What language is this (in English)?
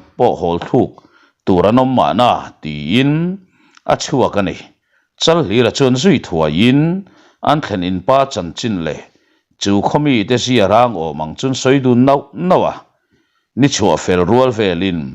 Mizo